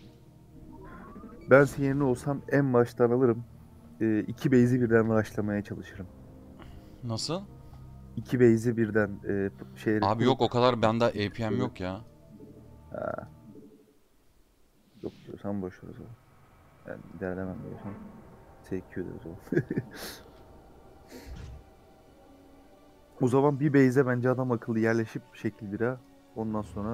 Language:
Turkish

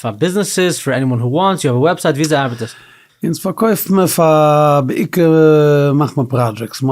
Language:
Yiddish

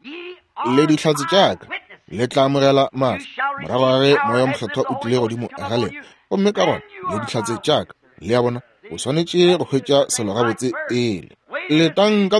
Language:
Northern Sotho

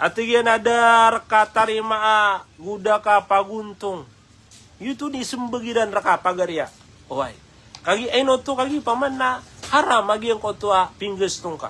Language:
Maranao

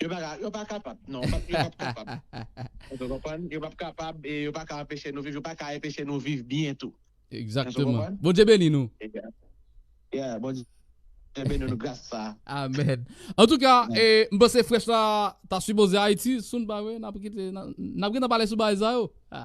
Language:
Haitian Creole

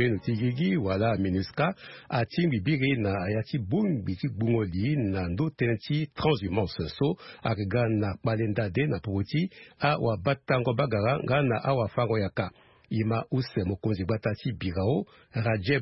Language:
Sango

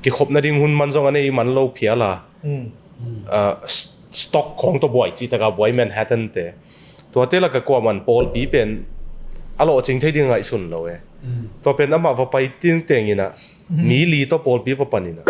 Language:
Tedim Chin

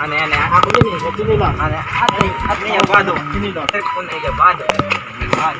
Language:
Waray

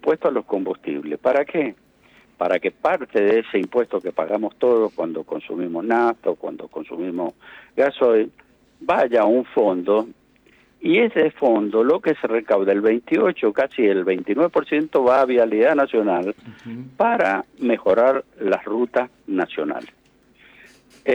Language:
Spanish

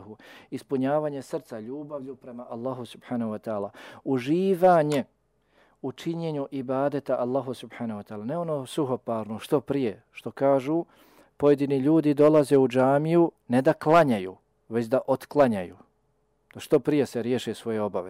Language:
Bosnian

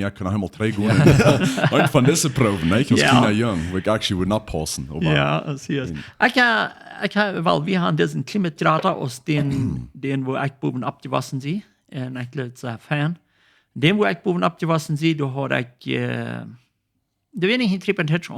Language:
Plautdietsch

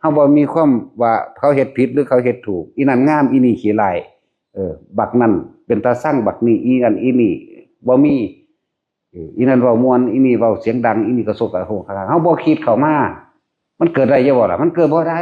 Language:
Northeastern Thai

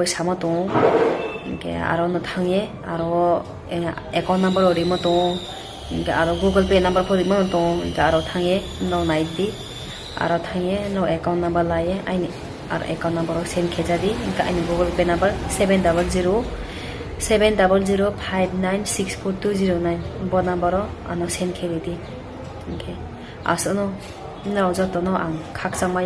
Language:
Riang (India)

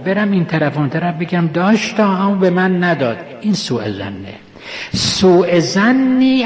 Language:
Persian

